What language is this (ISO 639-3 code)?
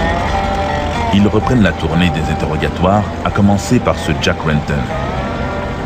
fra